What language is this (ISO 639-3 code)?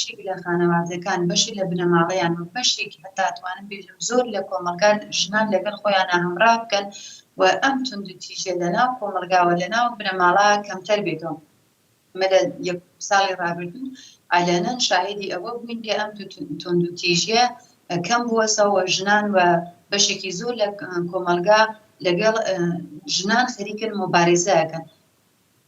ckb